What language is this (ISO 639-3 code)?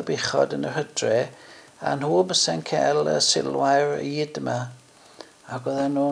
cym